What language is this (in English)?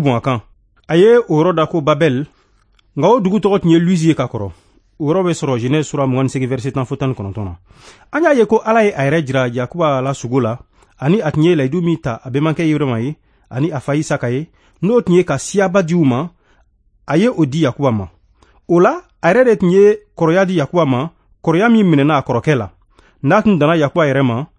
Bambara